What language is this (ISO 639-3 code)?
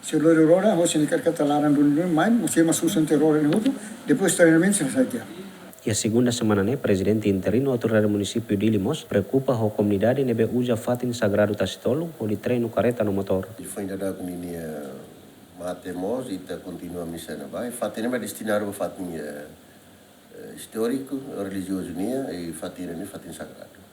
tet